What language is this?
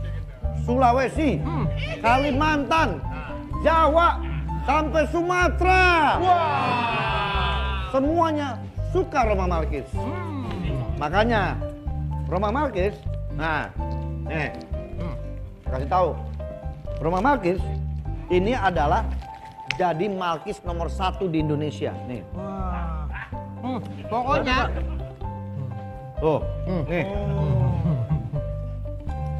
Indonesian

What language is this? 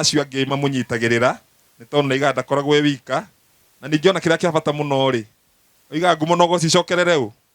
Kikuyu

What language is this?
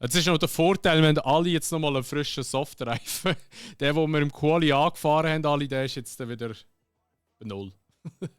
Swiss German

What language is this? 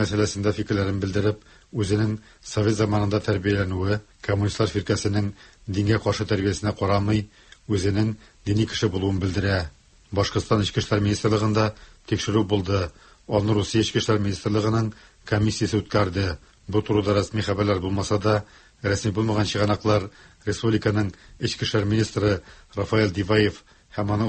Tatar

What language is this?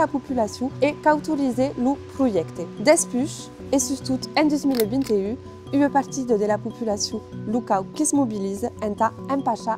Occitan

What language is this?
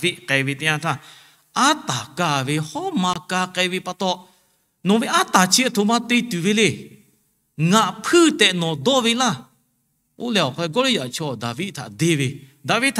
Lahu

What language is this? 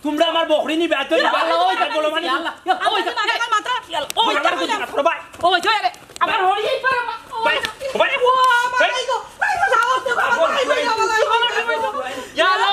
Sylheti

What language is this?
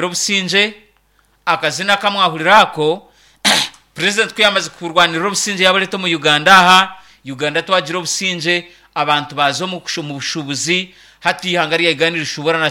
Nyankole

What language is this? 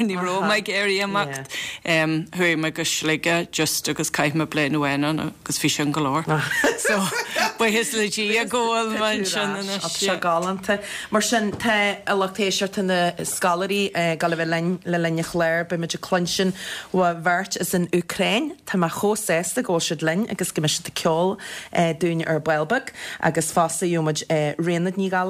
Irish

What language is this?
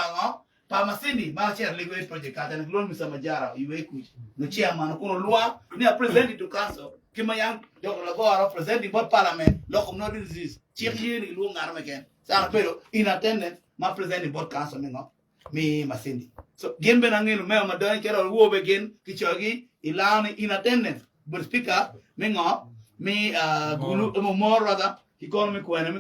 Acoli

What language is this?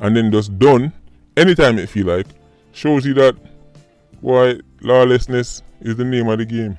Jamaican Creole English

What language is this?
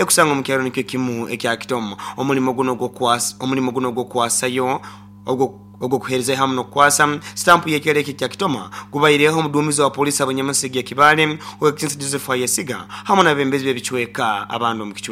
Nyoro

